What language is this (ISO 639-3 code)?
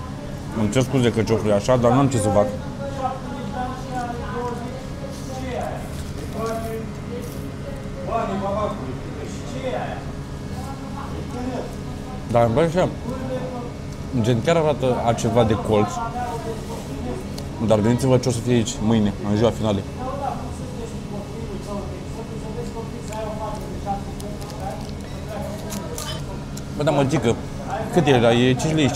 ron